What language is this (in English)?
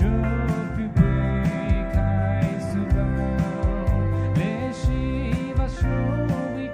Poumei Naga